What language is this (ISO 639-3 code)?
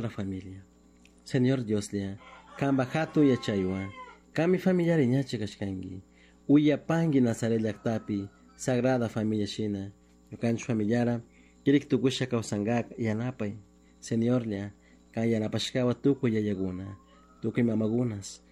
qug